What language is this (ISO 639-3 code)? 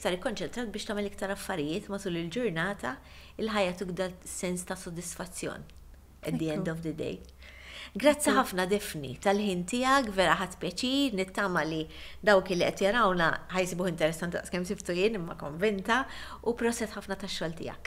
mlt